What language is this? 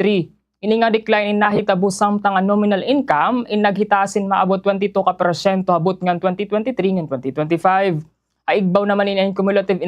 Waray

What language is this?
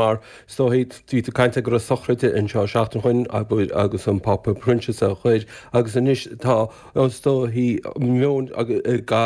Irish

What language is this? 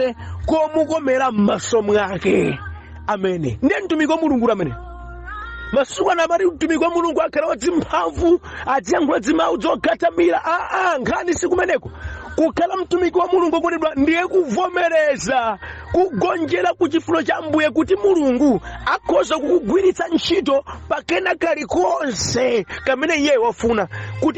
Nyanja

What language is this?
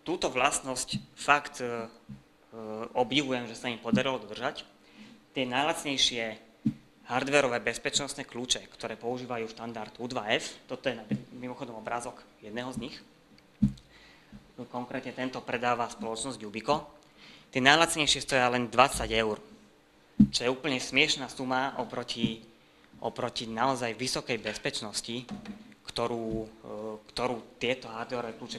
Slovak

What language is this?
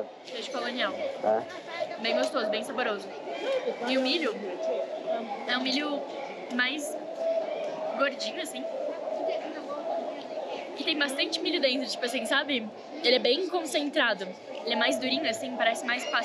Portuguese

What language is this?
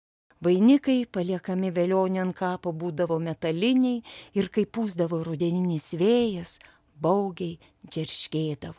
Lithuanian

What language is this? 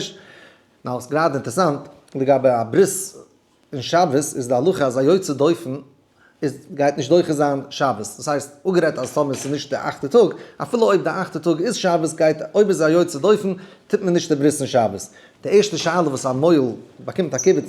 Yiddish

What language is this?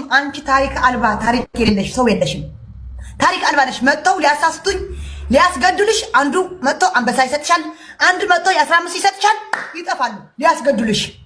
Amharic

